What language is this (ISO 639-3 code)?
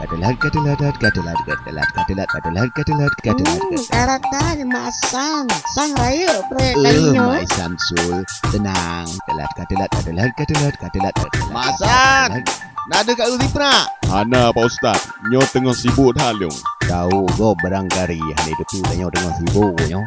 ace